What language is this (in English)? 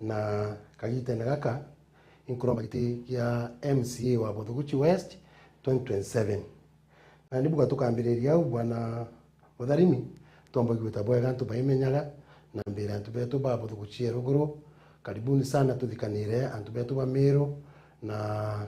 Meru